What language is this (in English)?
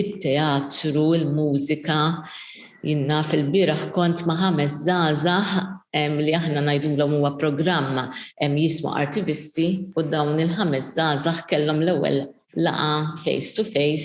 Maltese